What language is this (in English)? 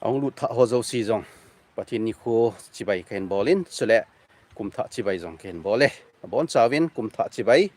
Thado Chin